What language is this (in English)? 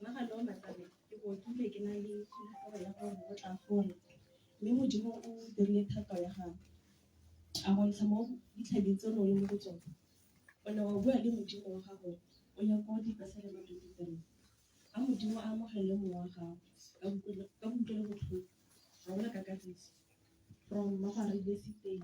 Tswana